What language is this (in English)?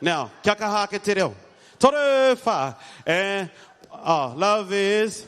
Māori